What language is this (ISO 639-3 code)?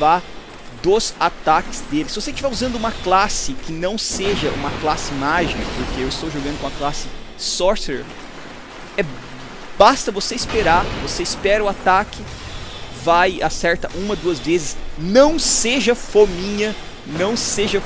por